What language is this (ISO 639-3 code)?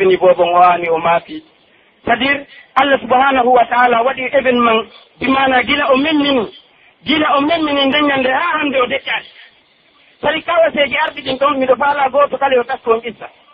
fuf